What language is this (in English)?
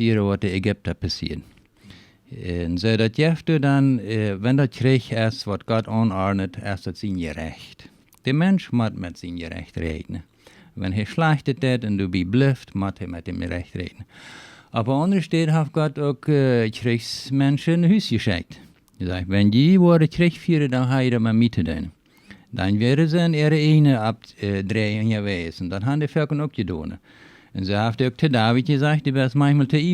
Plautdietsch